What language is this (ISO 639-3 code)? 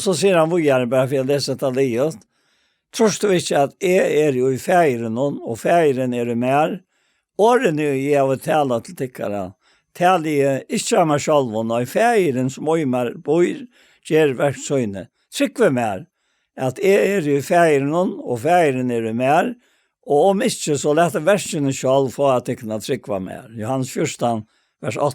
fao